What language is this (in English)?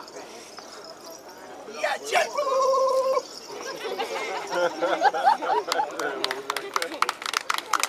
Czech